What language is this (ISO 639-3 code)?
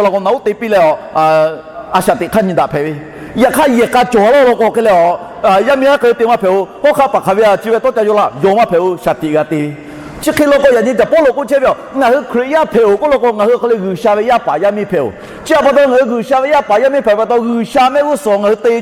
lhu